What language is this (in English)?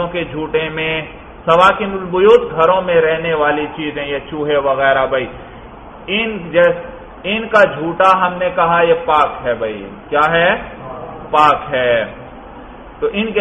Urdu